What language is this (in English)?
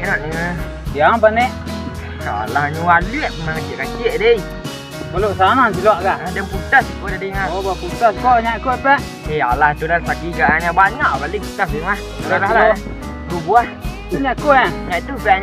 Minangkabau